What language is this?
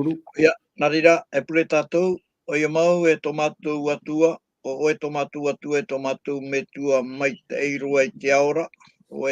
Tahitian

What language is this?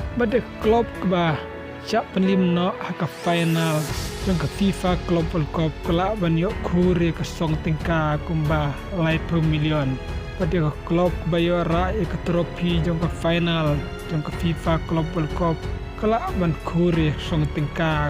Khasi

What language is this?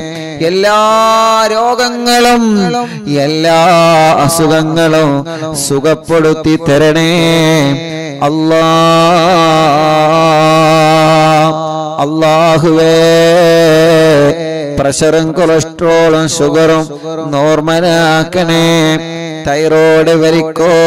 Malayalam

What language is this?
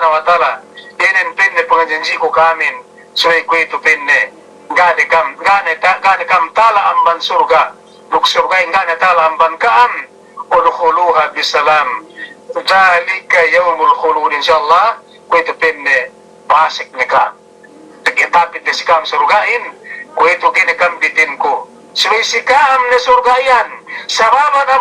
Yakan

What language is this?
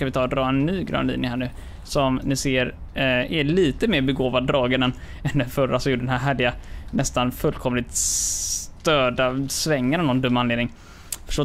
Swedish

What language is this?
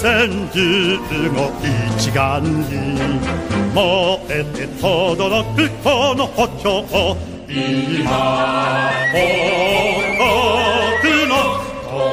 Japanese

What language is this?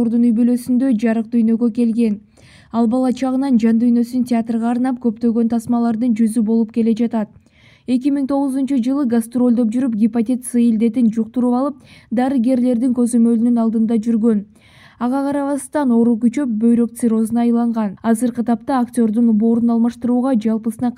Kyrgyz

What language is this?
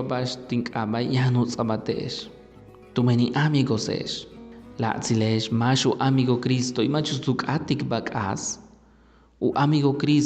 Yucateco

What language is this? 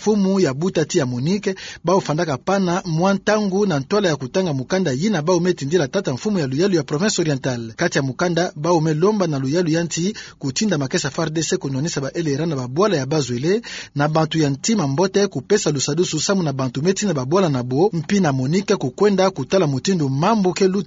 Kituba (Democratic Republic of Congo)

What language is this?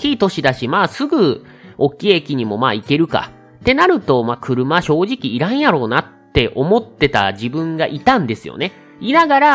Japanese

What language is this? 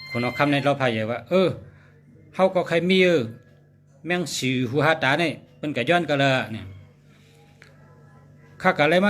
Shan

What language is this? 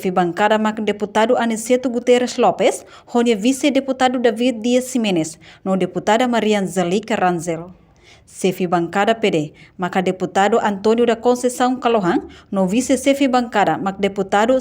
Tetum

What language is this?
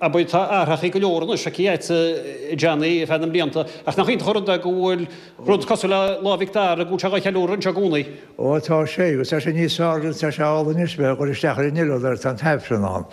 Irish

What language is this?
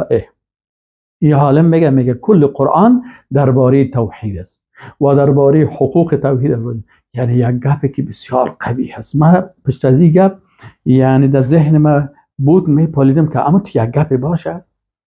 Persian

